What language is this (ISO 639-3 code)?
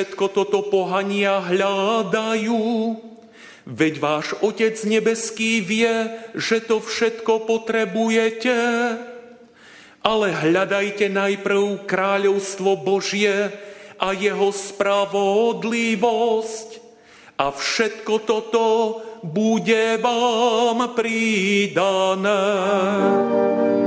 slk